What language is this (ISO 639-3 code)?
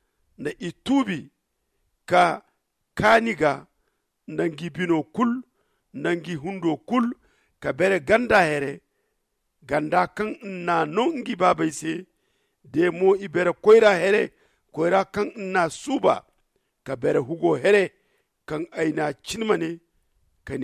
dje